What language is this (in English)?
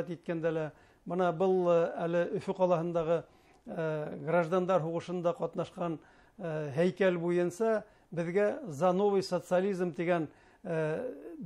Bashkir